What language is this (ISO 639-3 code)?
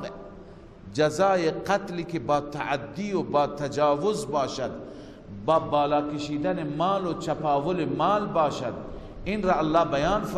fas